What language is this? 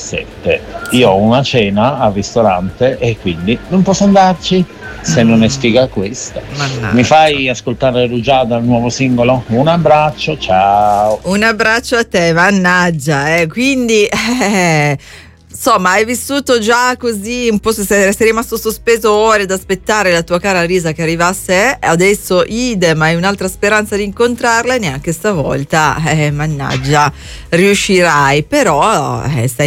Italian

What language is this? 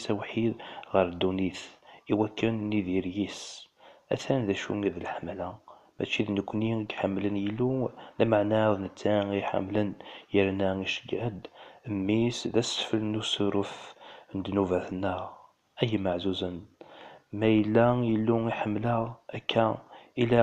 Kabyle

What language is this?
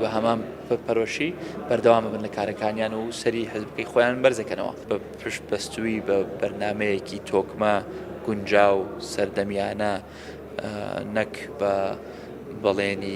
Central Kurdish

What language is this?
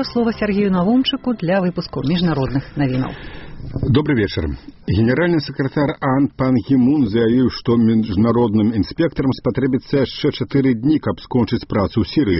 Belarusian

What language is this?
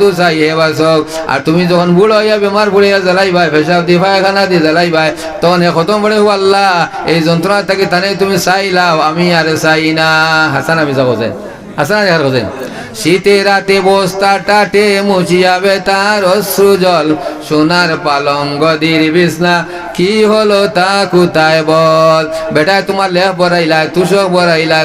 Sylheti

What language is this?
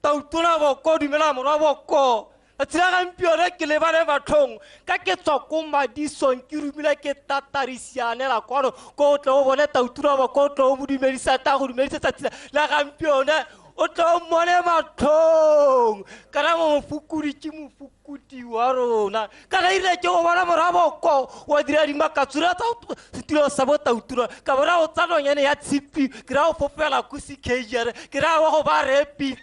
Tswana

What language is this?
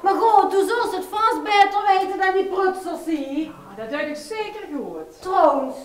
Limburgish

